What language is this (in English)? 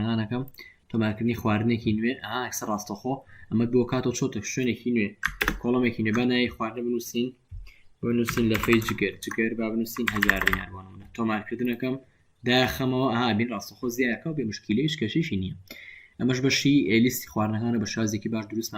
Central Kurdish